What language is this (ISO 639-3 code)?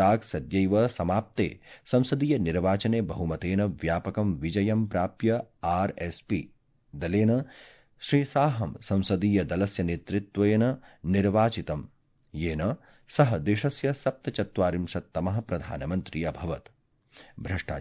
san